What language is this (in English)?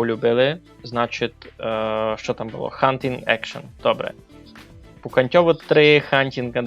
Rusyn